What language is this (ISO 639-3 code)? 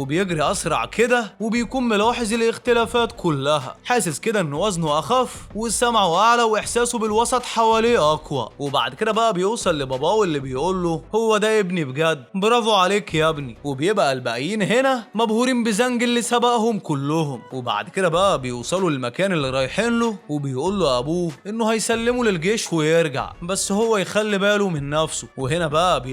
arz